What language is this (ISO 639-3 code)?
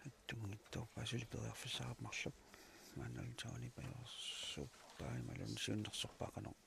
kal